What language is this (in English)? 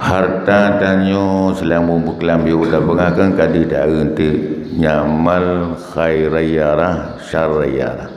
Achinese